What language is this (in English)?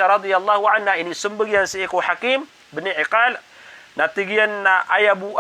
Maranao